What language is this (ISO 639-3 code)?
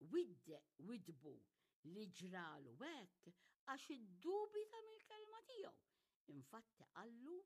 mlt